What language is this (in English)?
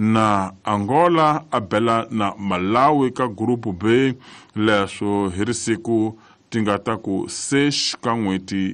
Tsonga